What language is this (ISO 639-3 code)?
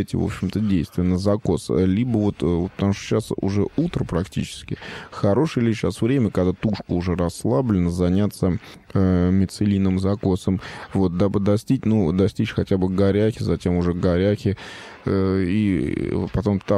rus